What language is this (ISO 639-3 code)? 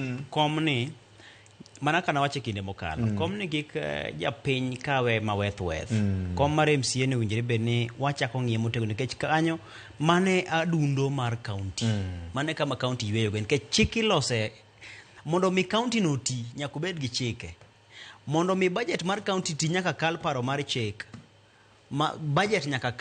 luo